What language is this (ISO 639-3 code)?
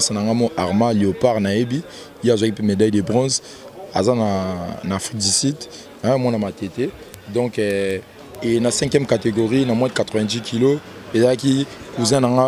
lin